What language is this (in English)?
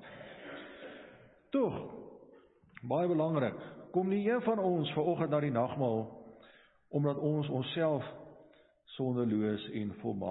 Afrikaans